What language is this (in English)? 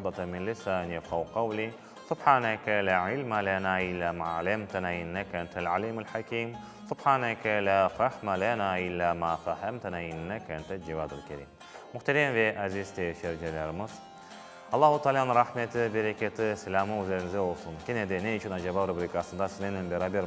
Crimean Tatar